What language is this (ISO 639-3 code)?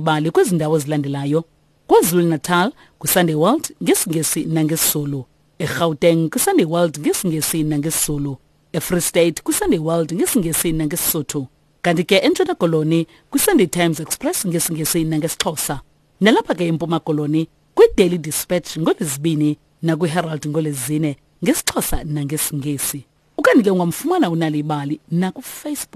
xho